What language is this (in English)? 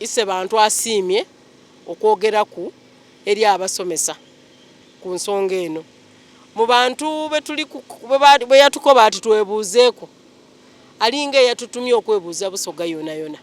Soga